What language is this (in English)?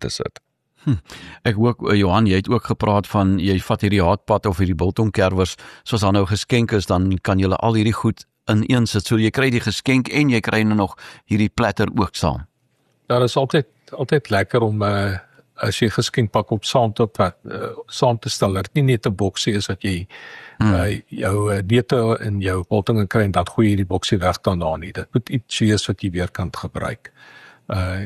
Afrikaans